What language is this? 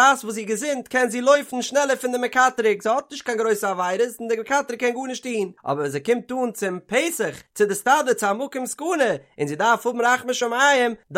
Yiddish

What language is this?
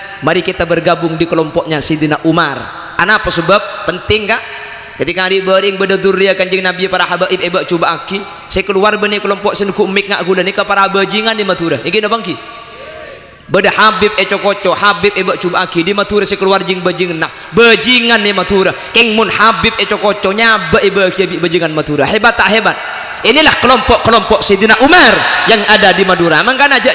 Madurese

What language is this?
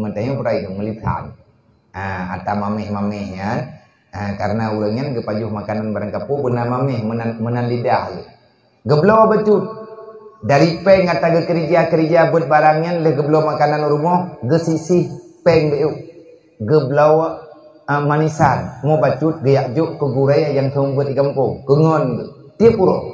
Achinese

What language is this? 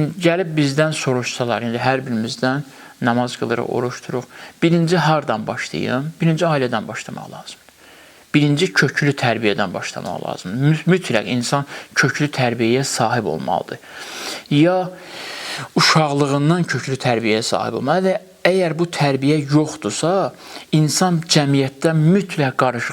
Azerbaijani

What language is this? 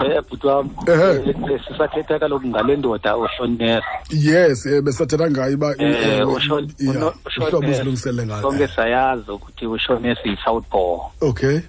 Xhosa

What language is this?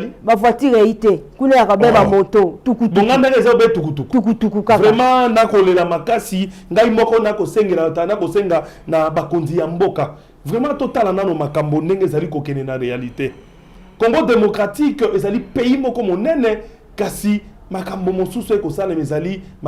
Lingala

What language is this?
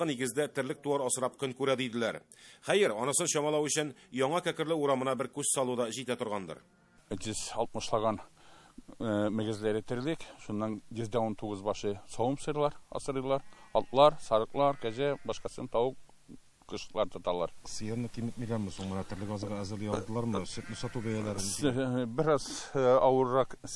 Tatar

